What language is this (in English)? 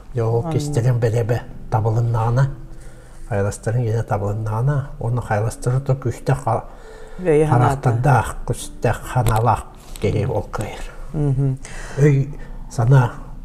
Yakut